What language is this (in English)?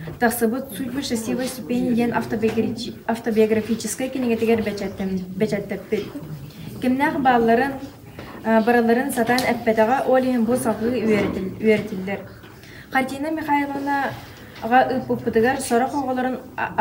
Yakut